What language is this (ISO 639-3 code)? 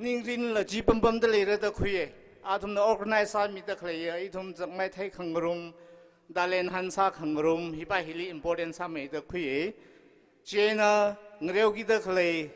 nmf